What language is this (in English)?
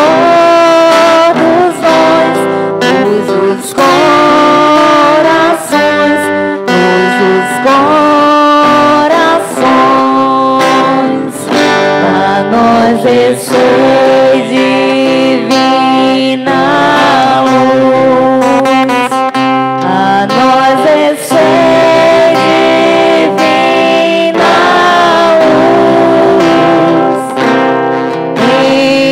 Portuguese